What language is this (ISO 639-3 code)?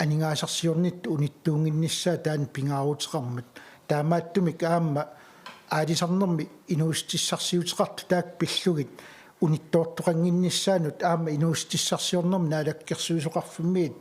kal